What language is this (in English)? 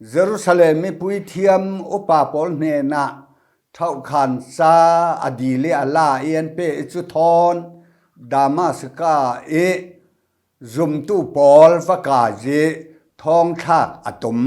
Falam Chin